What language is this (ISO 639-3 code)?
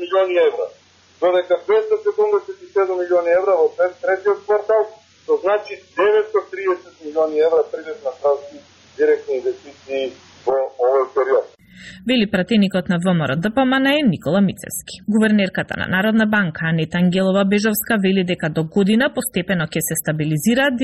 mkd